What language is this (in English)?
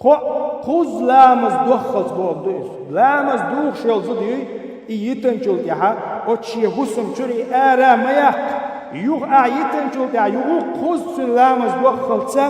Chechen